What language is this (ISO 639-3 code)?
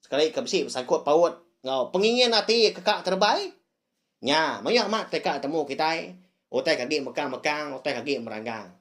iba